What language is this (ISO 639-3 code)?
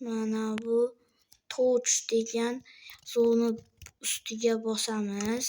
uzb